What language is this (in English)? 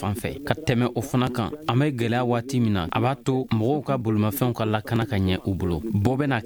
Bambara